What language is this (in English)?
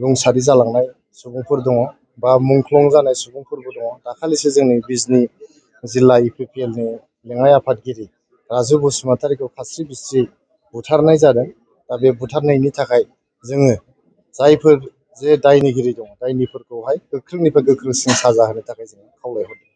Bodo